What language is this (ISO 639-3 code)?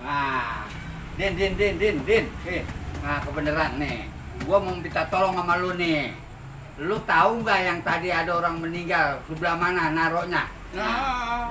bew